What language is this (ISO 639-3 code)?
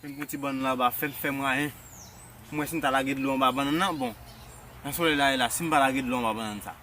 hat